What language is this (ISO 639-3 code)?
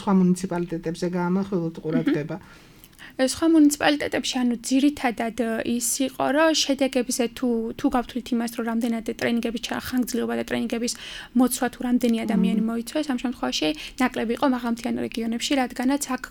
kat